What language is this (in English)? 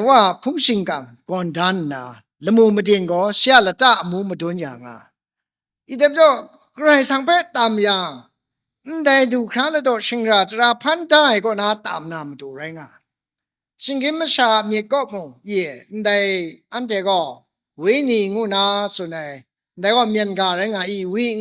Kachin